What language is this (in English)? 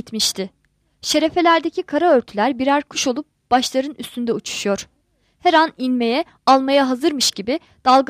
Turkish